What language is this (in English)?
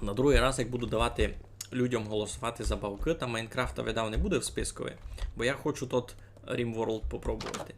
Rusyn